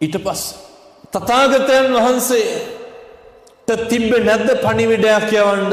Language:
Sinhala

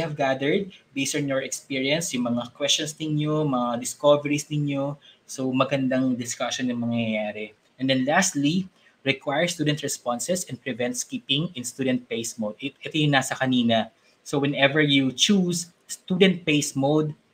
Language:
Filipino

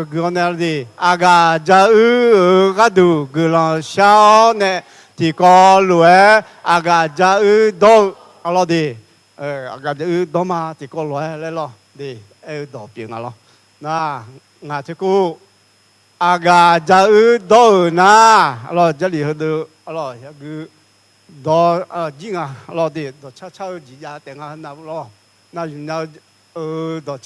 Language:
Akha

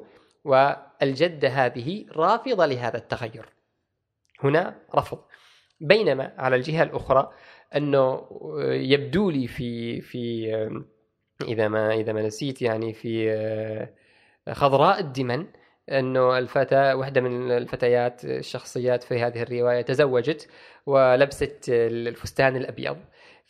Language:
Gulf Arabic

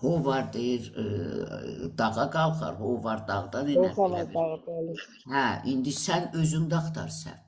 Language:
Azerbaijani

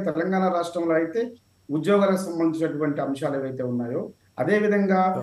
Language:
Telugu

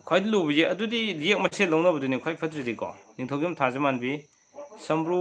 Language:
Manipuri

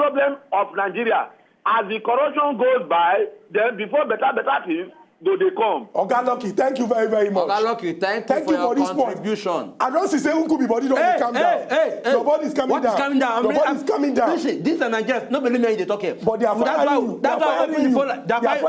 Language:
Nigerian Pidgin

